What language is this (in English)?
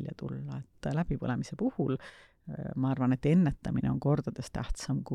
Estonian